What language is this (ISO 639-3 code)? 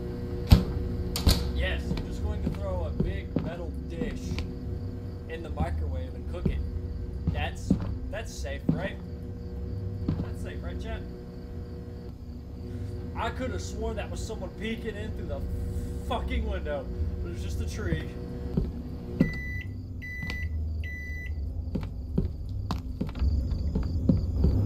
eng